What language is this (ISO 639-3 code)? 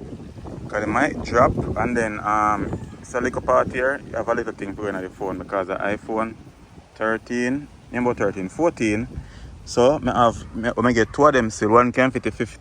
jam